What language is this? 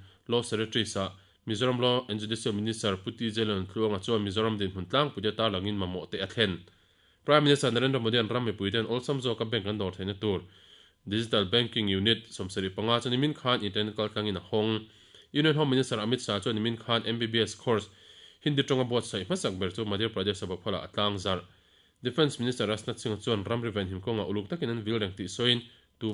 Mizo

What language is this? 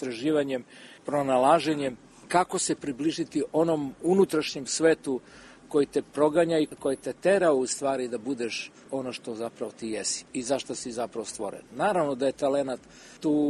Serbian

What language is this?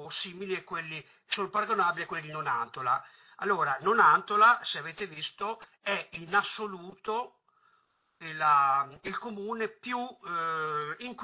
Italian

